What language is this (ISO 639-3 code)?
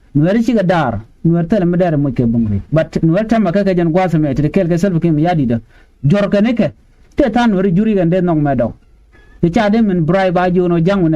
nus